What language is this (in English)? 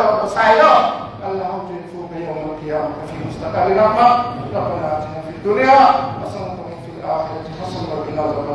Pular